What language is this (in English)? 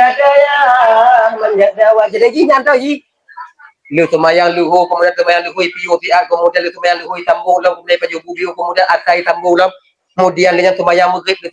Achinese